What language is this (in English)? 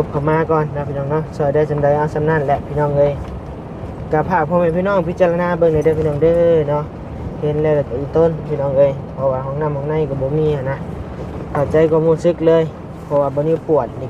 Lao